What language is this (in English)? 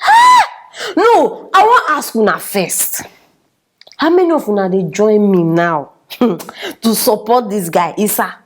Nigerian Pidgin